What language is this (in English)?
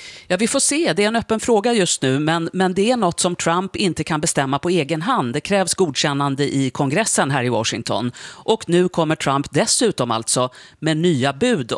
Swedish